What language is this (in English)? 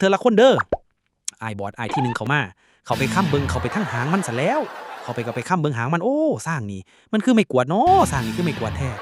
Northeastern Thai